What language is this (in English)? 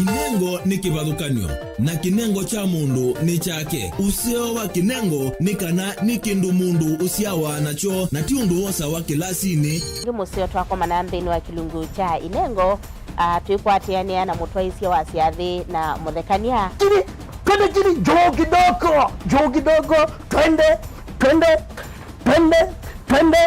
Kamba